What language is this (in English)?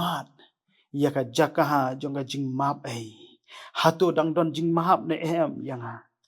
Khasi